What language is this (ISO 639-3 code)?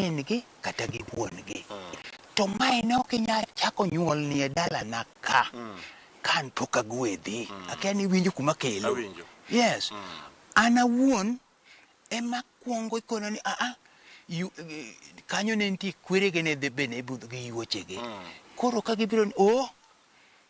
luo